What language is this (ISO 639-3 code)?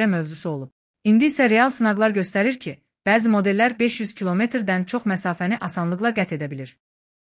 aze